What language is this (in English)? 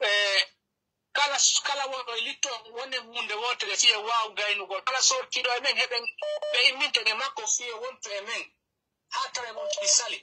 Pular